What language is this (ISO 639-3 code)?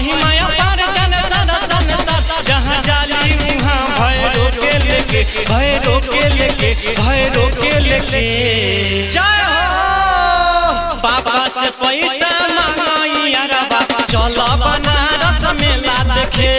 bho